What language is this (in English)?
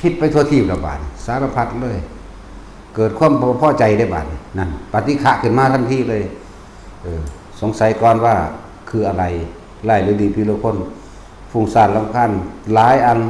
Northeastern Thai